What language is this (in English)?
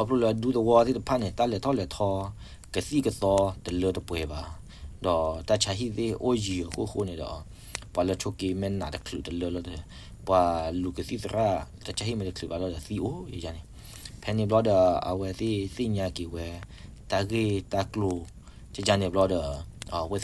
S'gaw Karen